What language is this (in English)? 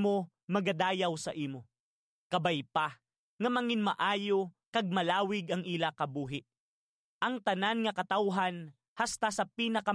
Hiligaynon